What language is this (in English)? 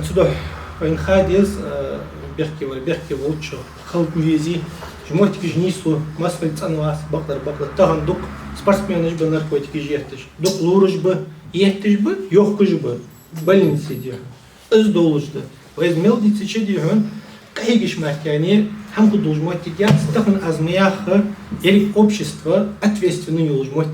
Ingush